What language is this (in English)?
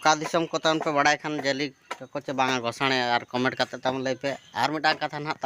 Santali